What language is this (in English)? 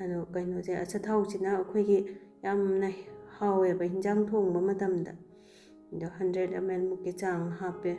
Manipuri